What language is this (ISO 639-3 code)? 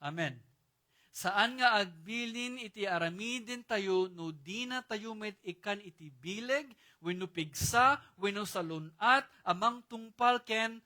ilo